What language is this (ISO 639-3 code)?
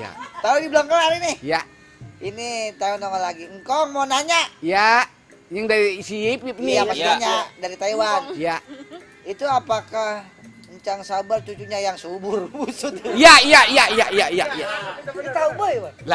bew